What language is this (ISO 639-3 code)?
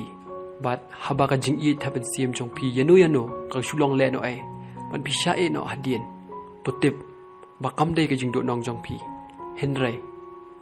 kha